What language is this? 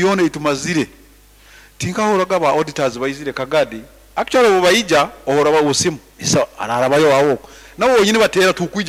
Nyankole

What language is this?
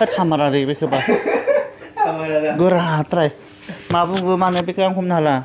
Bodo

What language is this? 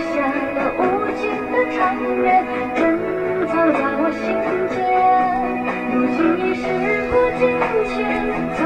Chinese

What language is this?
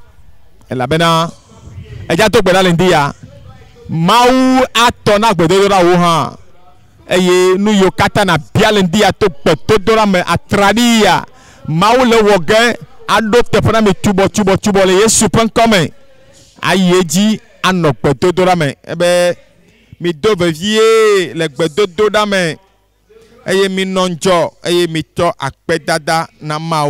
Ewe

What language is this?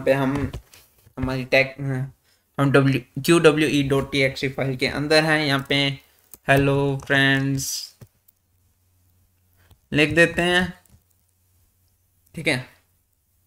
Hindi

